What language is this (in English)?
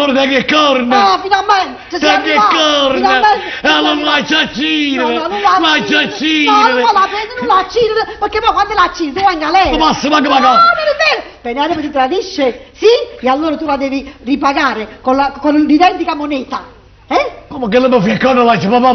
Neapolitan